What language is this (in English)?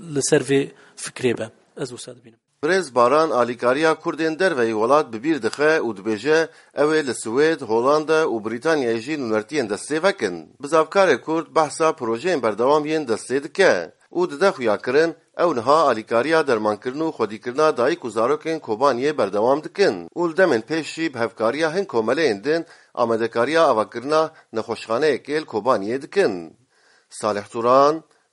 Kurdish